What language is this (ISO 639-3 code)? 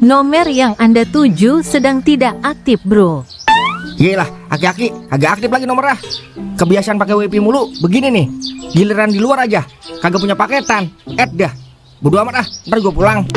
bew